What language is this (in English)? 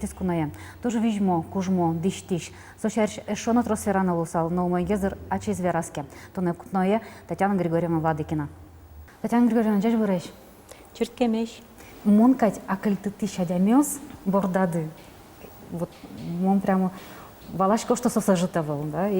Udmurt